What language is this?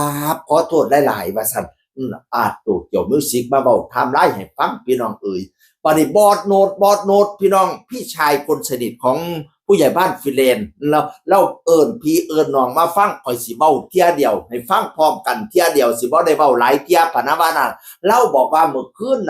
Northeastern Thai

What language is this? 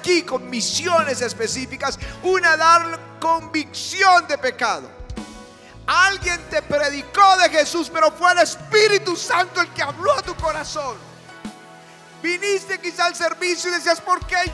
Spanish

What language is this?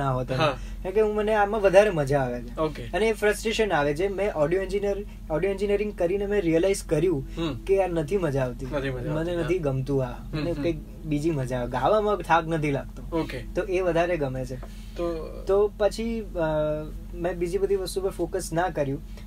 Gujarati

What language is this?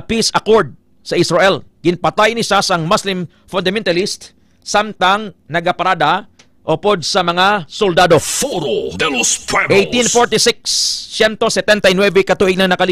Hiligaynon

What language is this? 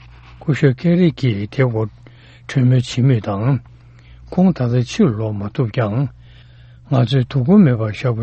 Tibetan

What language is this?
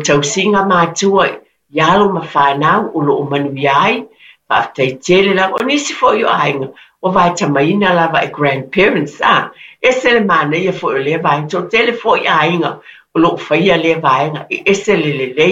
Samoan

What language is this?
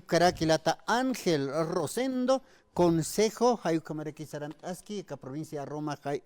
Aymara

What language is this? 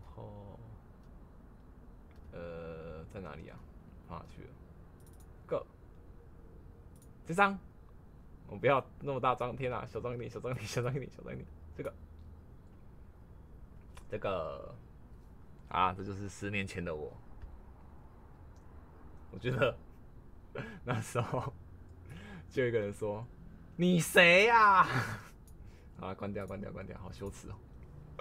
Chinese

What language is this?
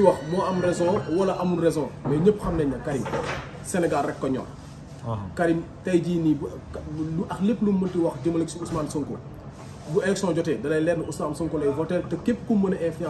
Wolof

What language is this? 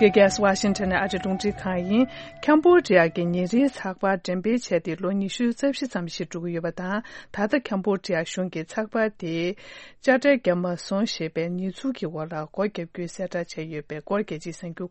Tibetan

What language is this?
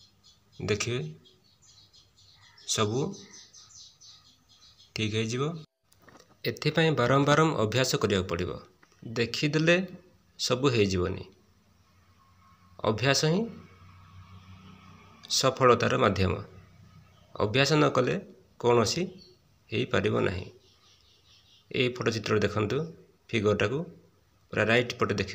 Odia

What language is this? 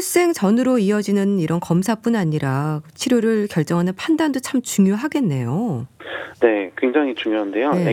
Korean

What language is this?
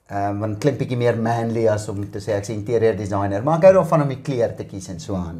Afrikaans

